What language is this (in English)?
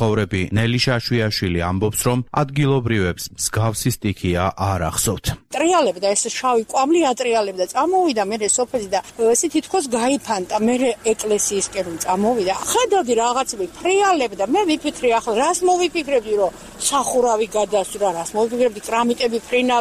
Georgian